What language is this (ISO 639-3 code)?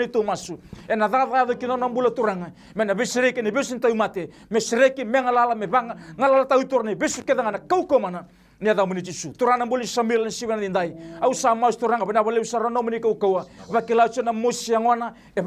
fij